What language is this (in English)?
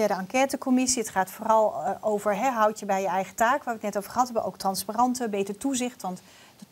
Dutch